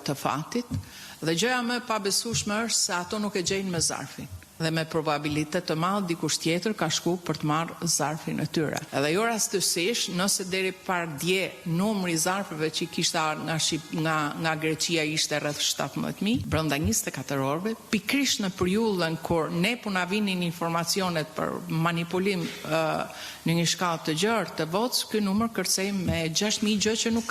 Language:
Albanian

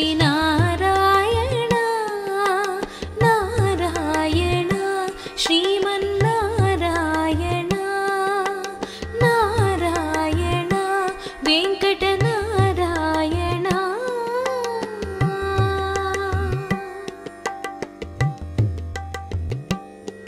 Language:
Telugu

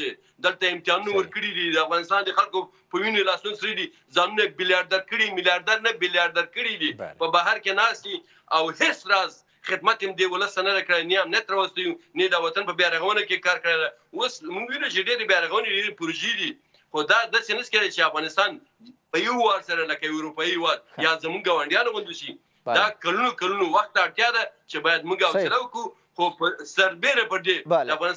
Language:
Pashto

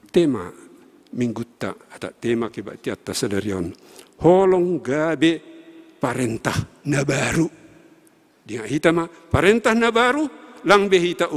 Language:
Batak Simalungun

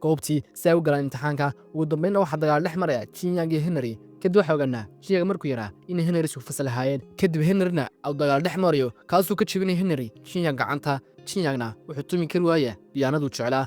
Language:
Somali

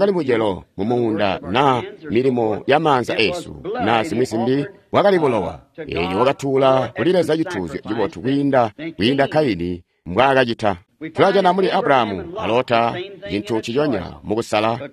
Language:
Tonga (Zambia)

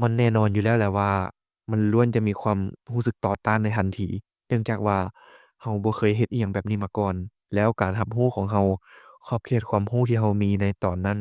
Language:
Lao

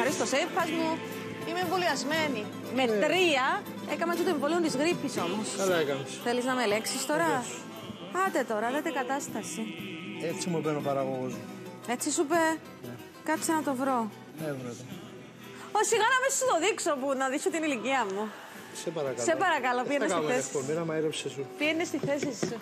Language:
Greek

